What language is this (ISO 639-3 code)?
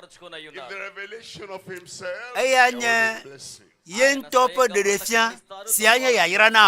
ewe